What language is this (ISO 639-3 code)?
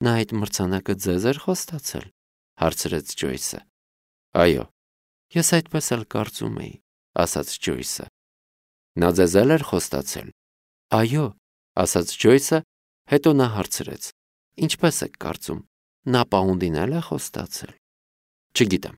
hye